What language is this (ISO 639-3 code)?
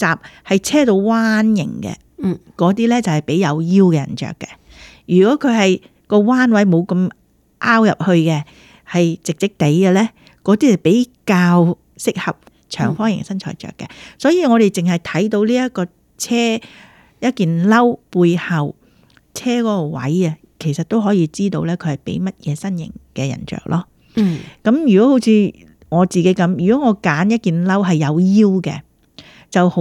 yue